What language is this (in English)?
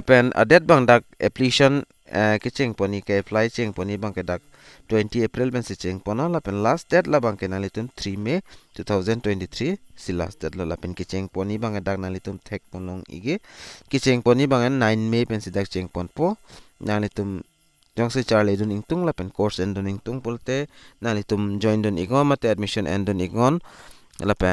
Karbi